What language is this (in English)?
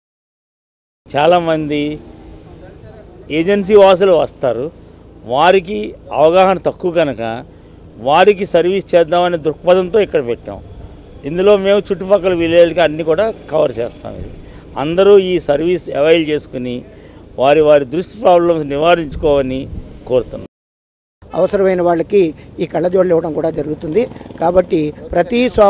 Telugu